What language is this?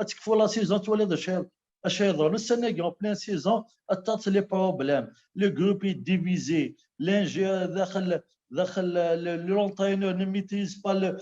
Kabyle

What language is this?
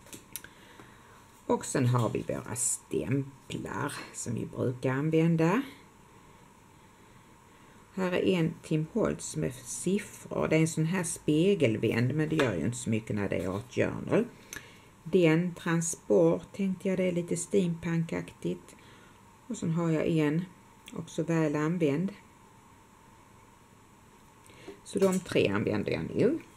Swedish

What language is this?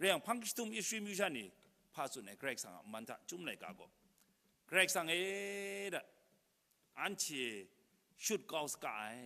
Kachin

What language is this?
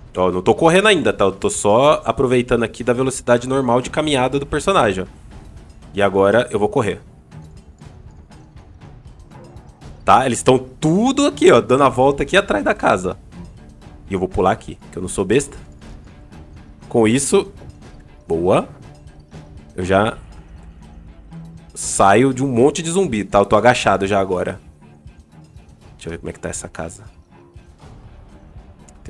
Portuguese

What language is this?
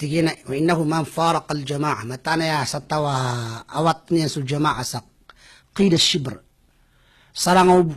Maranao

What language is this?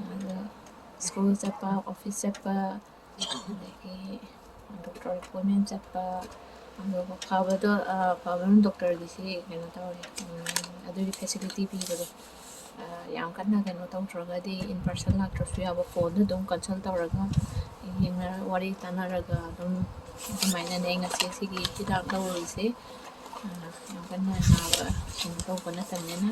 Manipuri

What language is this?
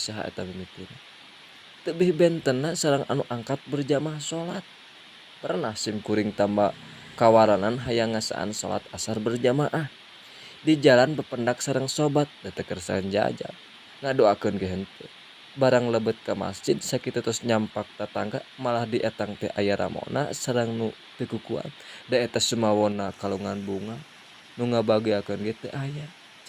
Sundanese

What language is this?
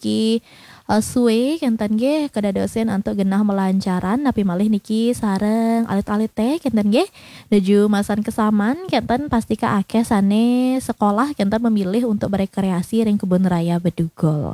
Balinese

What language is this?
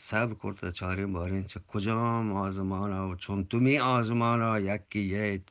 Eastern Balochi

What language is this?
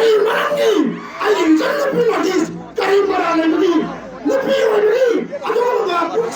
Manipuri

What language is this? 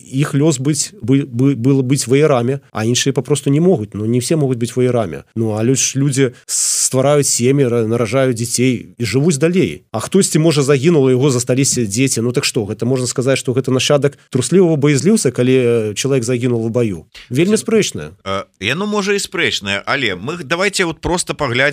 Belarusian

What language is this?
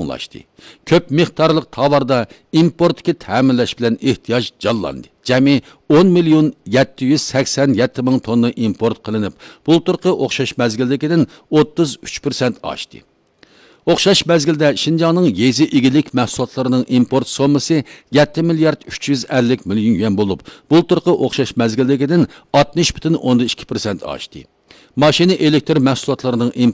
Uyghur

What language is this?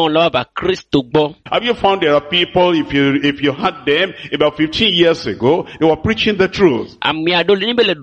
Ewe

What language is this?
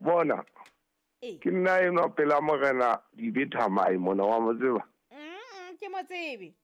Southern Sotho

